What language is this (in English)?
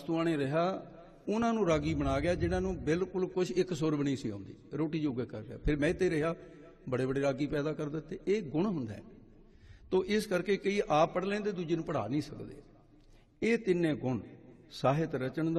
Punjabi